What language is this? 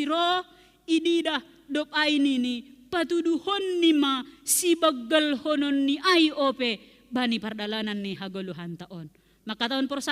Batak Simalungun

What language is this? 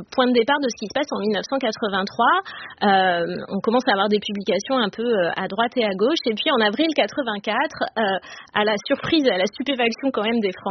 French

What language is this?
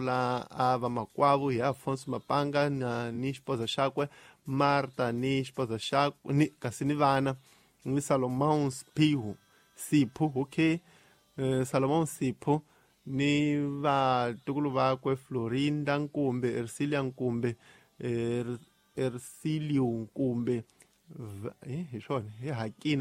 Tsonga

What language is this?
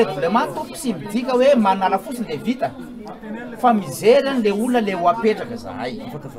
Malagasy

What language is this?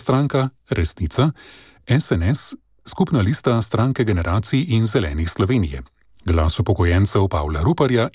Slovenian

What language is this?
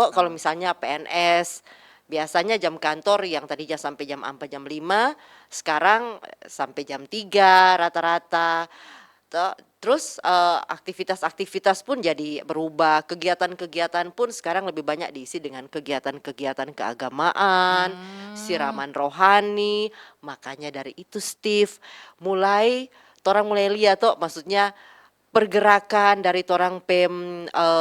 Manado Malay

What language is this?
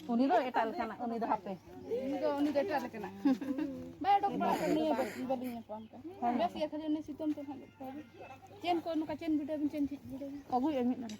Santali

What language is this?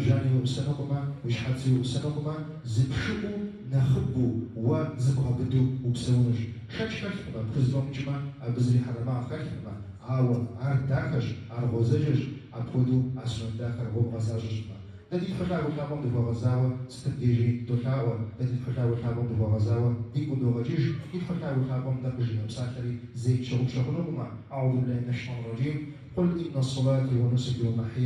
Kabardian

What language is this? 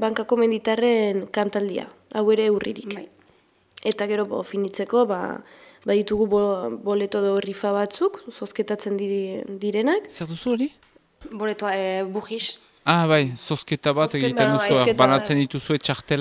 Basque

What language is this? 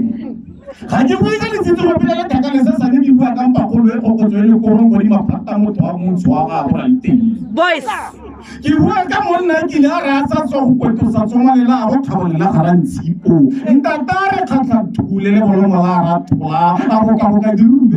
Tswana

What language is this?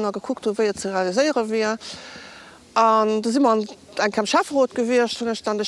Luxembourgish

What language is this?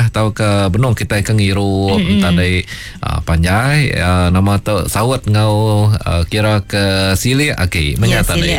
Iban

